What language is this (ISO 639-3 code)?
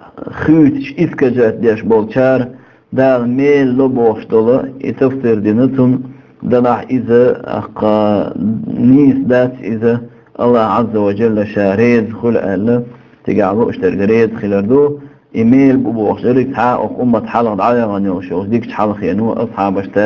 che